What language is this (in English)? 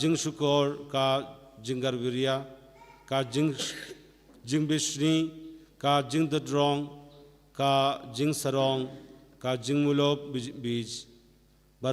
Khasi